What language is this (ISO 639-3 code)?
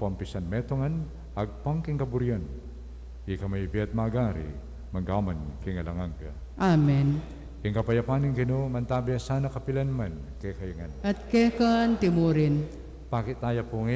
pam